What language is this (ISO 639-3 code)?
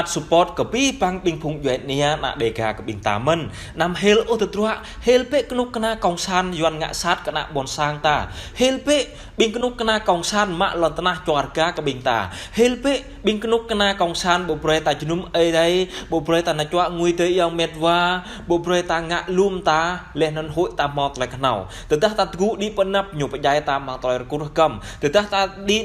jra